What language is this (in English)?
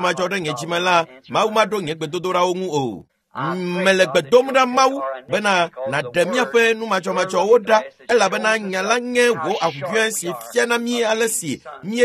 Ewe